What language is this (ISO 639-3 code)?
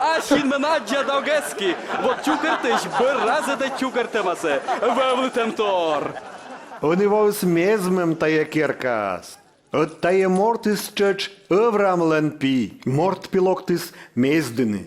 kom